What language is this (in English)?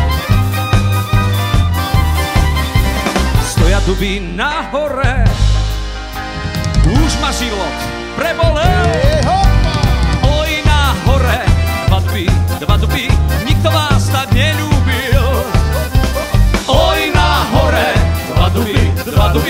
Slovak